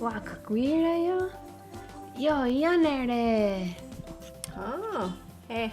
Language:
Mohawk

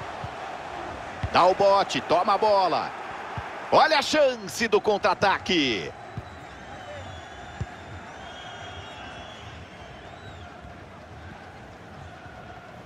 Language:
Portuguese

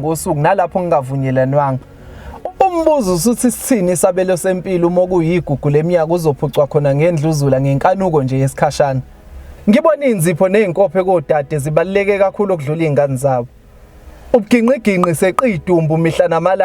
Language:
Zulu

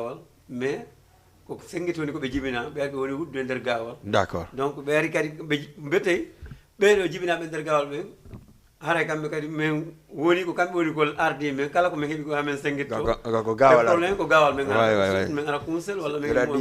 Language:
Fula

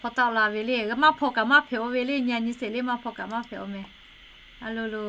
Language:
Lahu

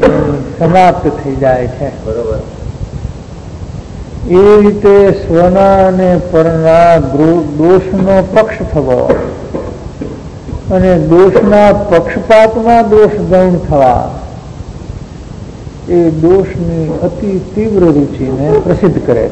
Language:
Gujarati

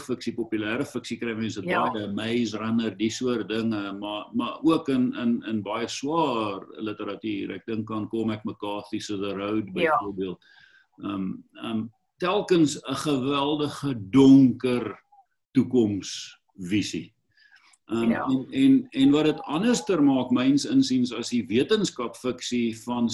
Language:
Afrikaans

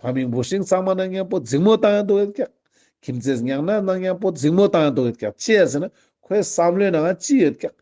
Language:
Ladakhi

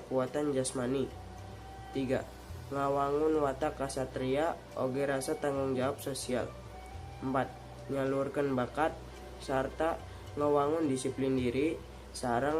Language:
Sundanese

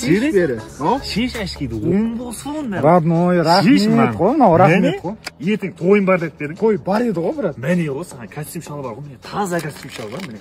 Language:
Kara-Kalpak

